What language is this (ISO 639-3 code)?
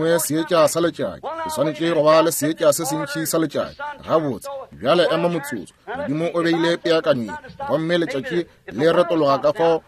nso